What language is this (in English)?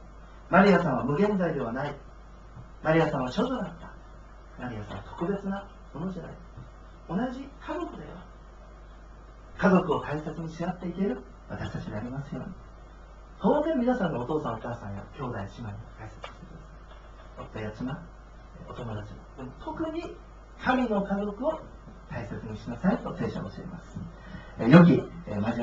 Japanese